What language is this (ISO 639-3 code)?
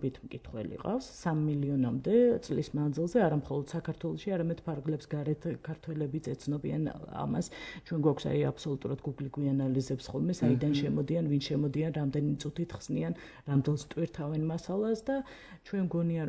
kat